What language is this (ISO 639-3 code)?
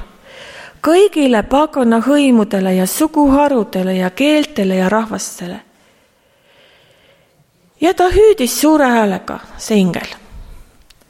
est